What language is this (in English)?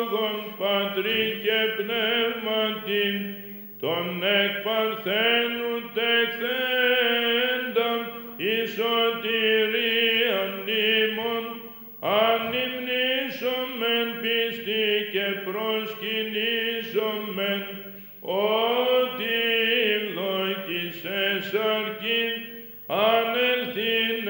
Greek